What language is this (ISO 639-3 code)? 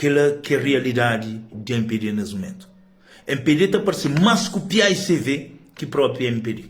kea